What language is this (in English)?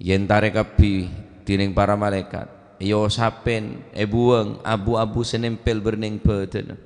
Madurese